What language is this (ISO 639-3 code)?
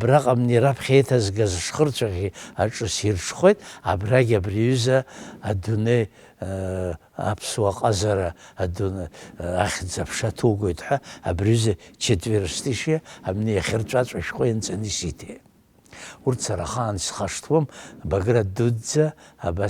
abk